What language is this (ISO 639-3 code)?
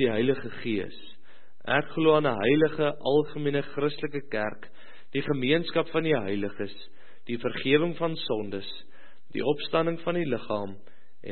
afr